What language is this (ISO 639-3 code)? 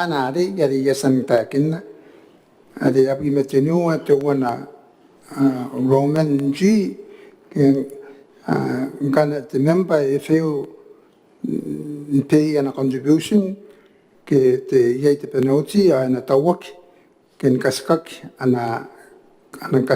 gil